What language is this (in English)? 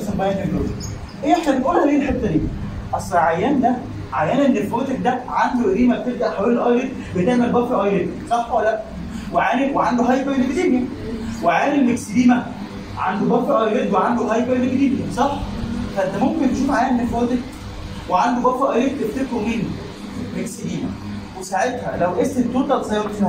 Egyptian Arabic